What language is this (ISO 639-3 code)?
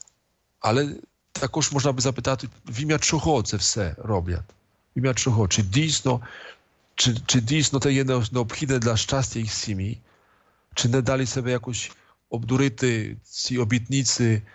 ukr